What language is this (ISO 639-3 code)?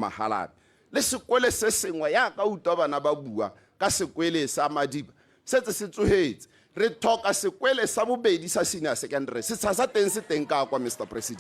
tsn